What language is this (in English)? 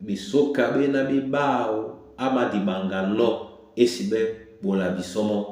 Duala